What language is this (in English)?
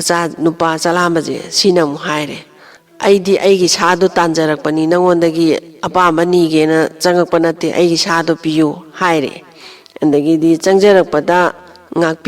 Manipuri